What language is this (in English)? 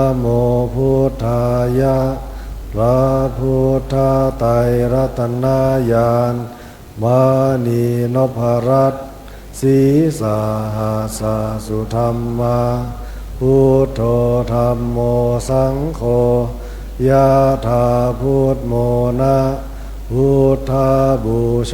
Pali